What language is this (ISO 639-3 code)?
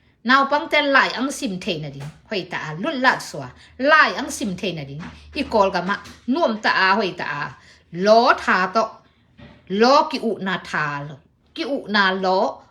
ctd